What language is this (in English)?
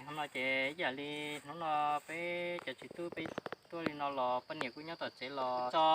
Hmong